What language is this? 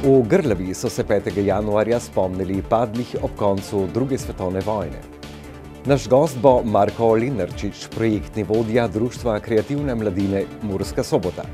Slovenian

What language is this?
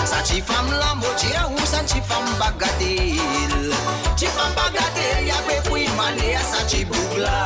Morisyen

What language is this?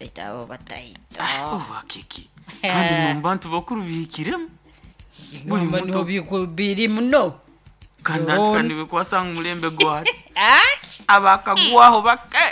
Nyankole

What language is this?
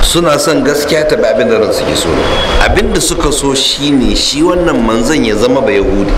Hausa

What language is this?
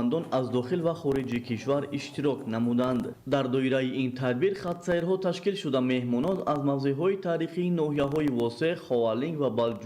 Tajik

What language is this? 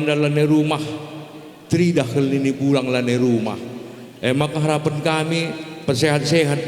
Batak Karo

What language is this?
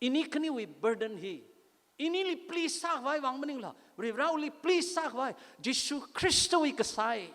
Tangkhul Naga (India)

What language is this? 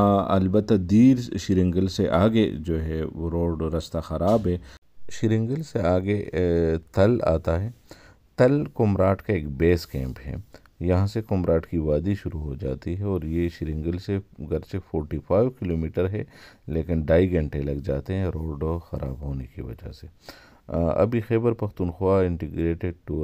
Urdu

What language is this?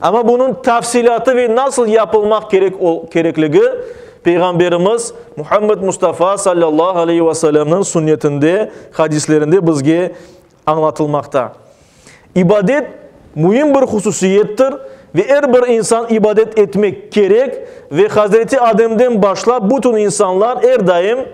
Crimean Tatar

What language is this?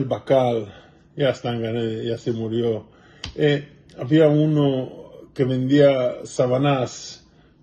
Ladino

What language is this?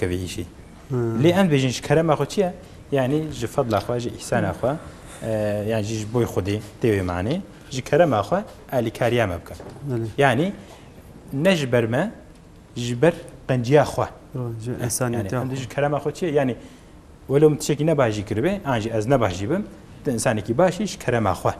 Kurdish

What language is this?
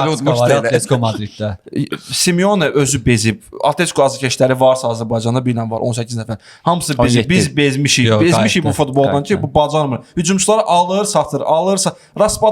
Azerbaijani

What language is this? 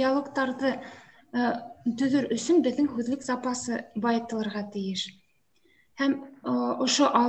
Bashkir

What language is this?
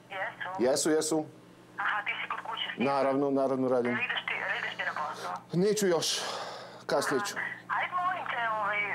Serbian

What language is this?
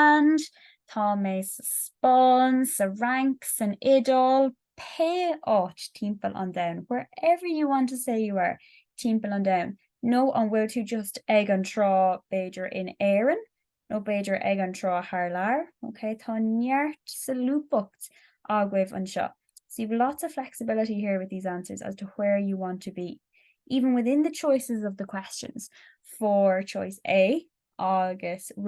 Irish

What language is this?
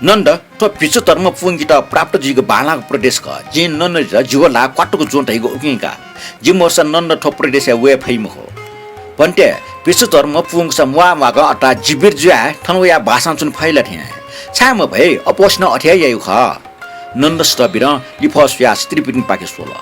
Newari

